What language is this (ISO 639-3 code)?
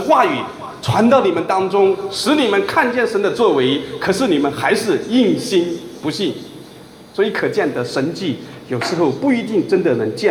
zho